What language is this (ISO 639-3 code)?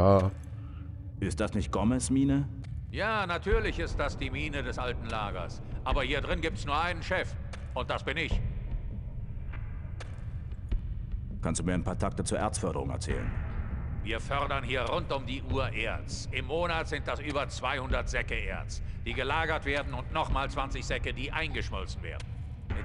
deu